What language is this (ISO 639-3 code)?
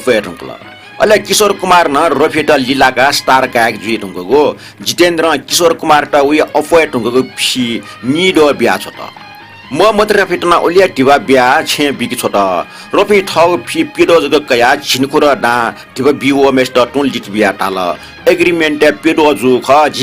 new